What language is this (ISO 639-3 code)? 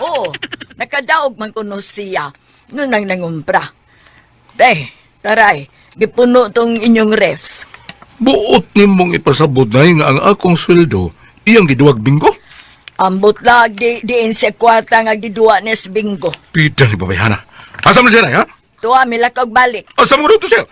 ceb